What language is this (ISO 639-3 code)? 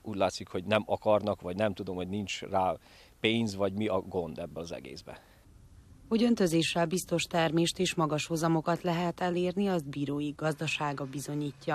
hun